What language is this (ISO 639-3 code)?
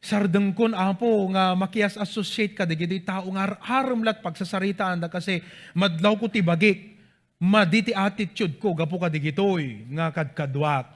ilo